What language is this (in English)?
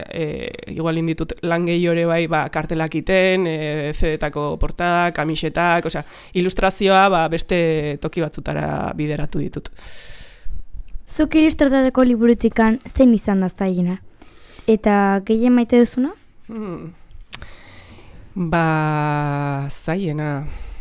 Basque